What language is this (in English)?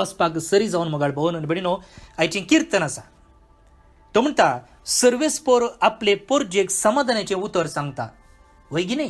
Konkani